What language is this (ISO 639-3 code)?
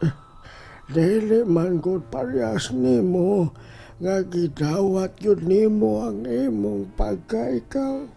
ceb